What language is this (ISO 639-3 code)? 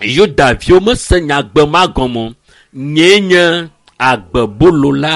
ewe